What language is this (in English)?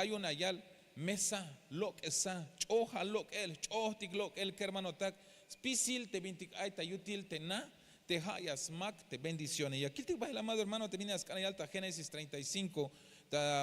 Tzeltal